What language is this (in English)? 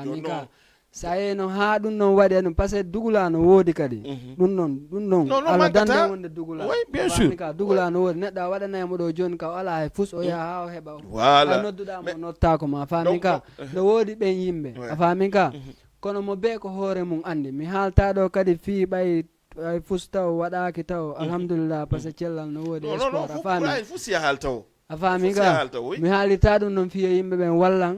Fula